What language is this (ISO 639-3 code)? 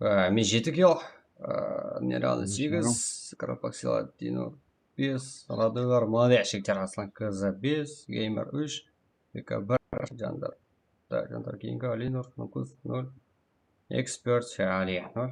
kaa